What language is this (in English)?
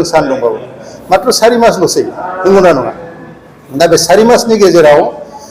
Bodo